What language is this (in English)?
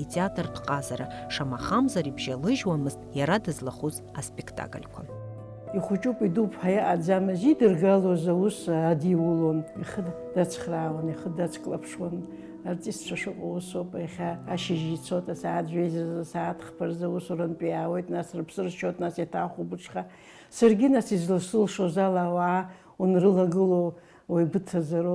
Abkhazian